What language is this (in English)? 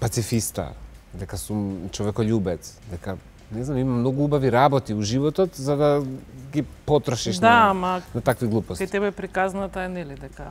Macedonian